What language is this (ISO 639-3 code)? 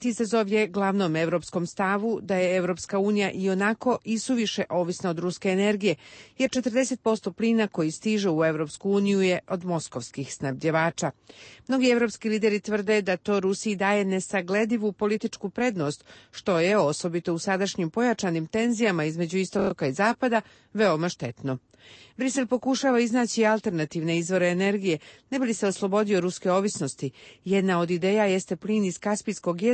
srp